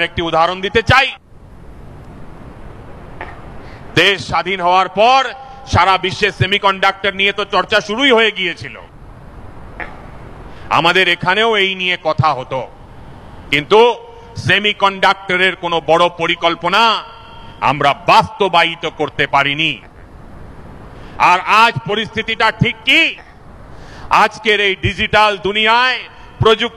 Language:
Bangla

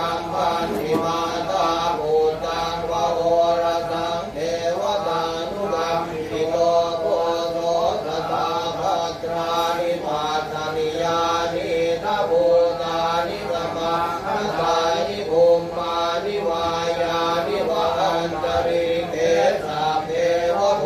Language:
Pali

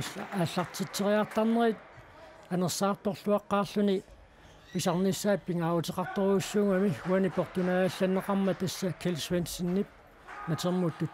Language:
Kalaallisut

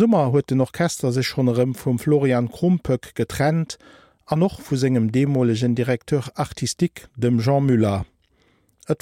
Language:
Luxembourgish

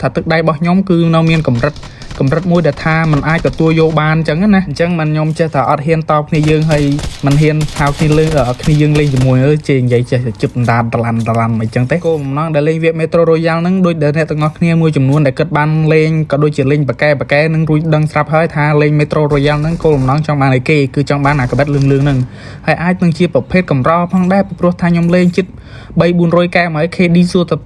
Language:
Khmer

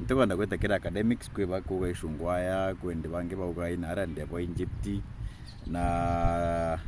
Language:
Meru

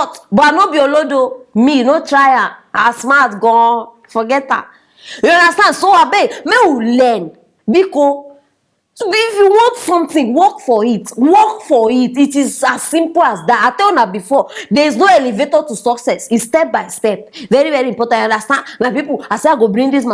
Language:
Nigerian Pidgin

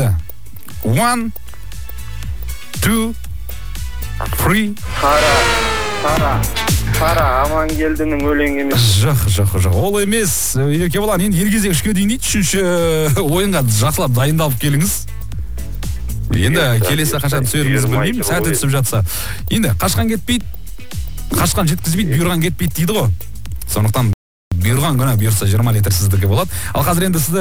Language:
Kazakh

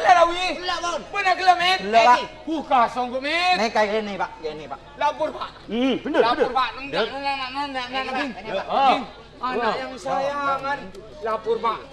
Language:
Madurese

